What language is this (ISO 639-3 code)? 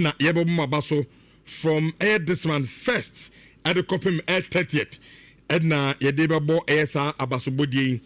aka